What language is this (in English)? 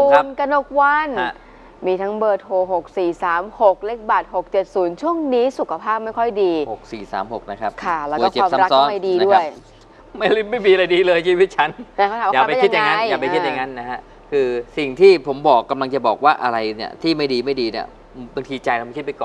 Thai